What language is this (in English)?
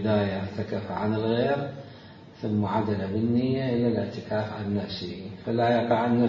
Mesopotamian Arabic